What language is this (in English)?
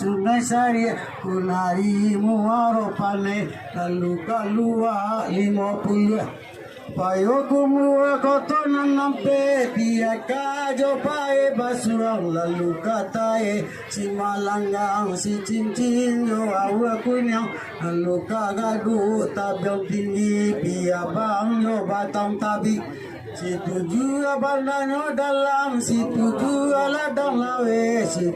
Minangkabau